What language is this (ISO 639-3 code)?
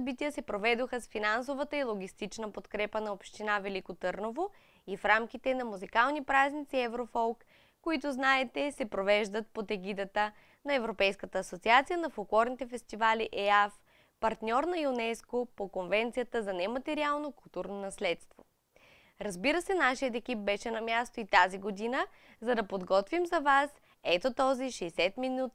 bul